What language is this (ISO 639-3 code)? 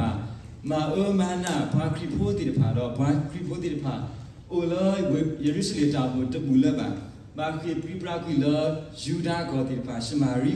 ksw